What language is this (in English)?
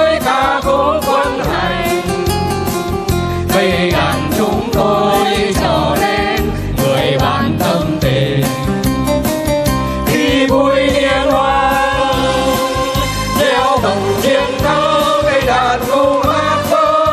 Vietnamese